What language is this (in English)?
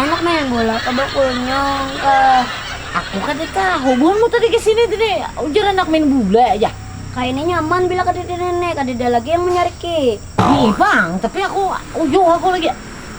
Banjar